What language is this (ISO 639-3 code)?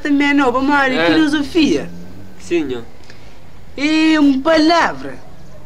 kea